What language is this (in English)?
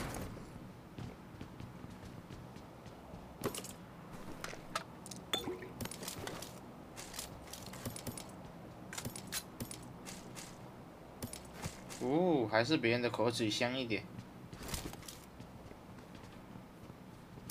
Chinese